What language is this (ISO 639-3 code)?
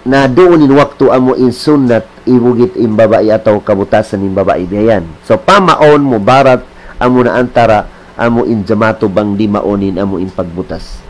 tsg